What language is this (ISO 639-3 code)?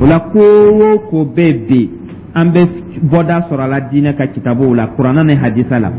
dyu